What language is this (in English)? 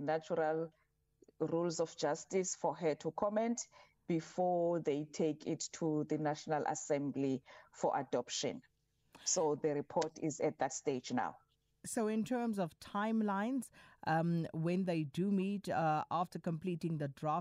English